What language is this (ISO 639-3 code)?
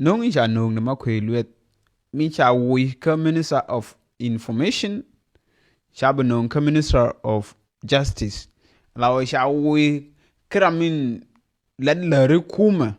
nus